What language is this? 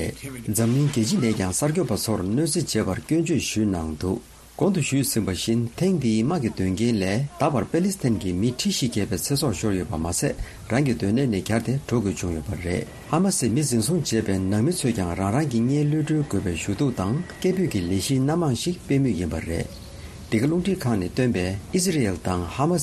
Tibetan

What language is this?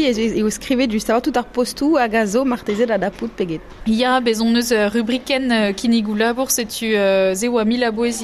Breton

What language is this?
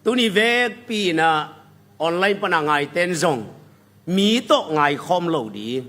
Tedim Chin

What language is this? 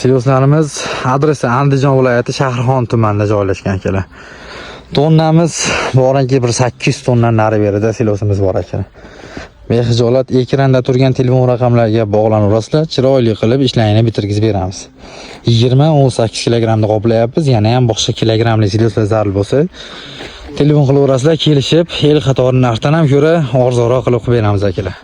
Uzbek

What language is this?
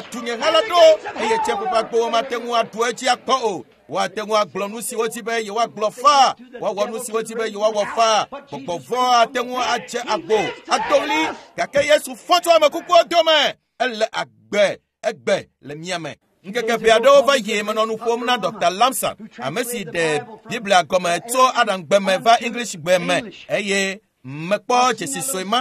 Ewe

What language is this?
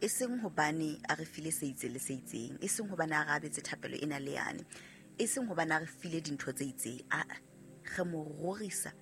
Southern Sotho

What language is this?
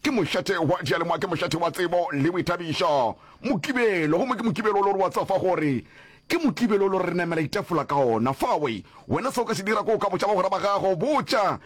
Northern Sotho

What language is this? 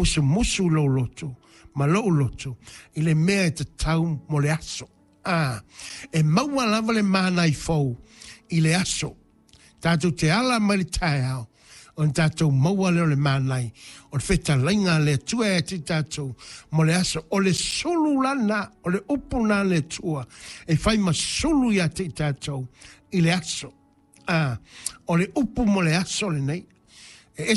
Samoan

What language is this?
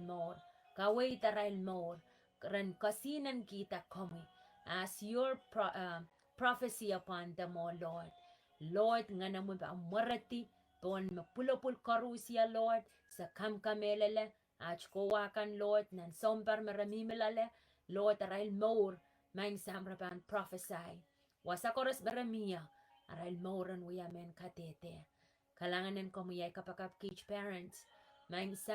Pohnpeian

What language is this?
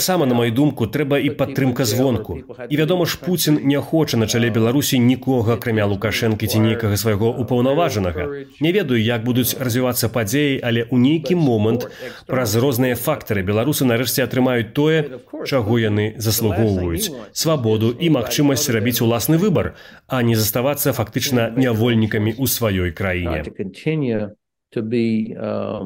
Belarusian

